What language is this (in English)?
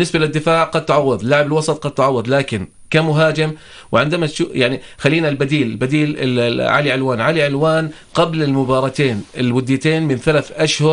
North Levantine Arabic